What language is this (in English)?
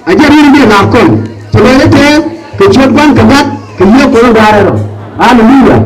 Nuer